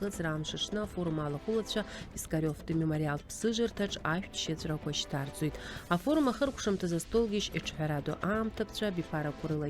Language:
Abkhazian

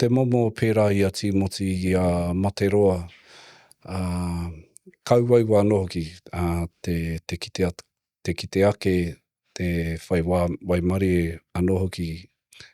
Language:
Māori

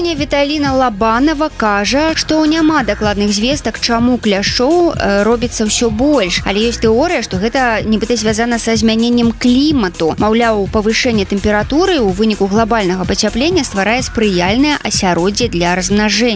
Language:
Belarusian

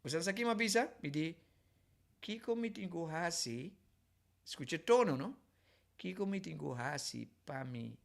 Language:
Papiamento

